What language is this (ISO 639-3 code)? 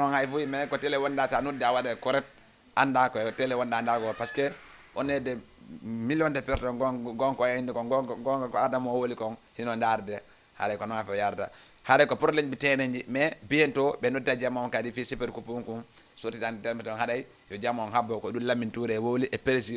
ful